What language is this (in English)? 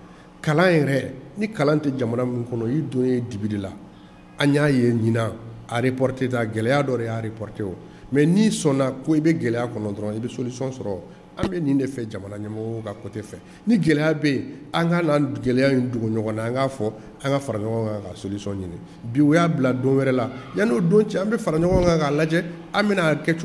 Bambara